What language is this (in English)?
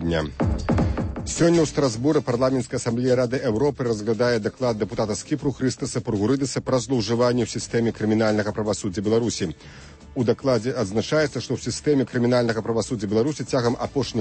Belarusian